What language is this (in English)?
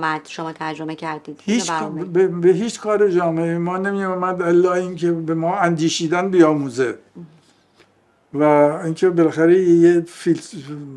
Persian